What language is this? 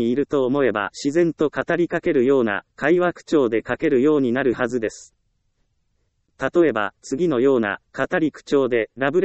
Japanese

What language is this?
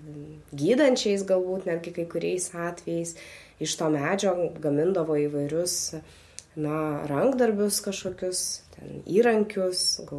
Lithuanian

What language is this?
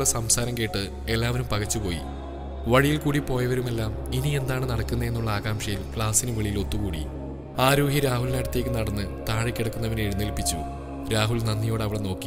Malayalam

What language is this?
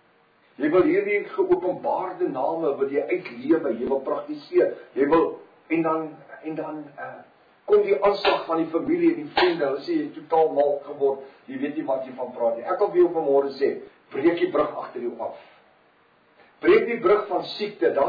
Afrikaans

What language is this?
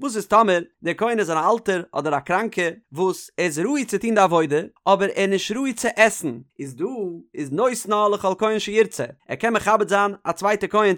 Yiddish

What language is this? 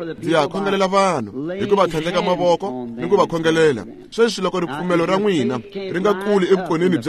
Tsonga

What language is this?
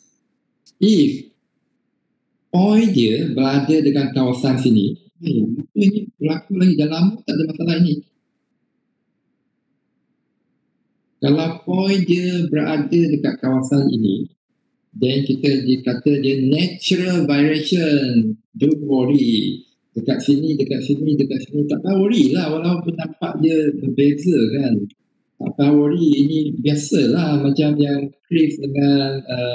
Malay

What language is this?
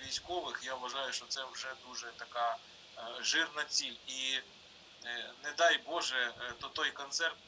Ukrainian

